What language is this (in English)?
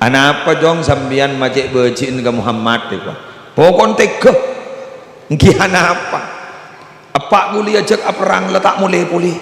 Madurese